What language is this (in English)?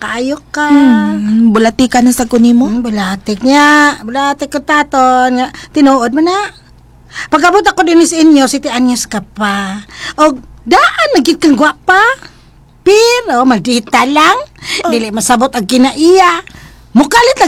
Cebuano